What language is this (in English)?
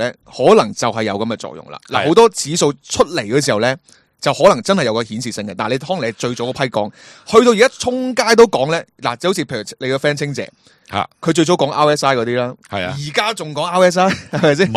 Cantonese